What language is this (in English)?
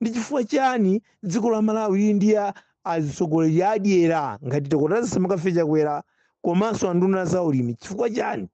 Nyanja